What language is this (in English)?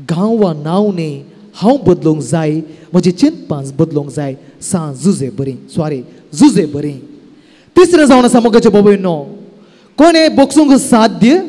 Konkani